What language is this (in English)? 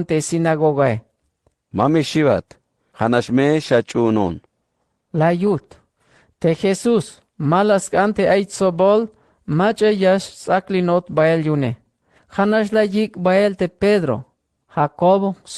Tzeltal